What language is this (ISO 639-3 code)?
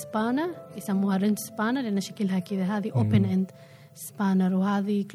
afb